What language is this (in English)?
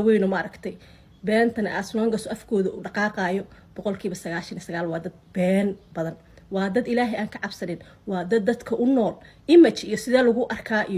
Somali